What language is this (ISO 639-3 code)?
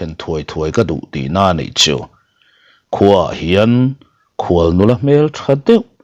lus